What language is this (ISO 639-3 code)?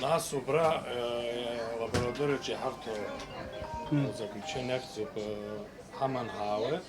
abk